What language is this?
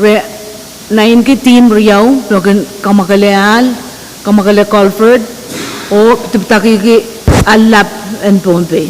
Pohnpeian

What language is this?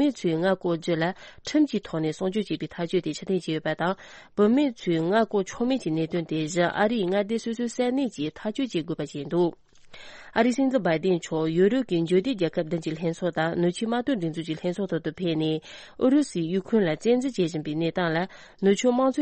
Tibetan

